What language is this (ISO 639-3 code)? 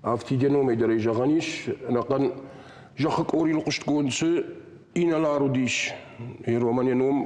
oss